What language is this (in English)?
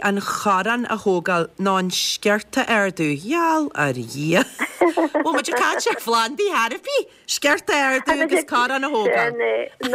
Irish